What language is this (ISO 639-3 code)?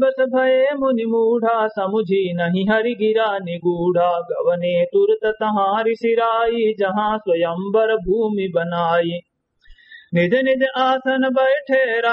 awa